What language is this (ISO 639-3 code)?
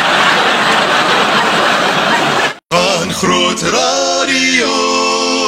afr